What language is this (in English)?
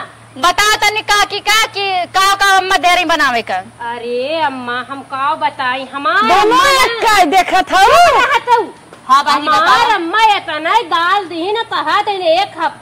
Awadhi